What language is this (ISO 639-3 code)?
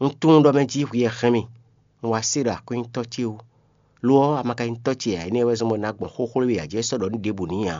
fon